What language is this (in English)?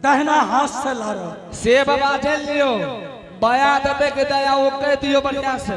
Angika